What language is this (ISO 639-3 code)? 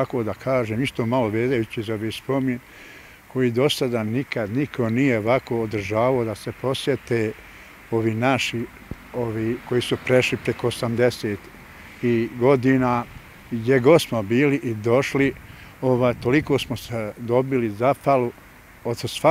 bos